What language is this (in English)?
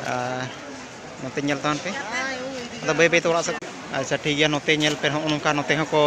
Santali